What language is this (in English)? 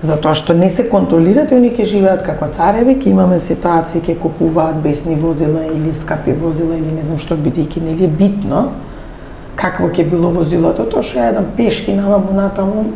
Macedonian